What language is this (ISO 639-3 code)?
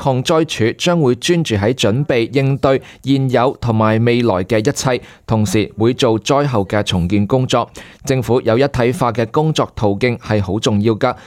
yue